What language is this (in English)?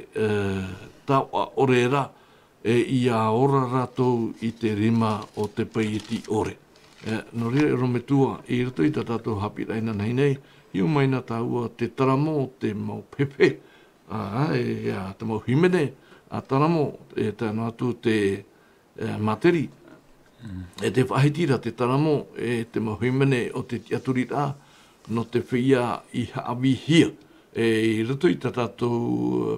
Tahitian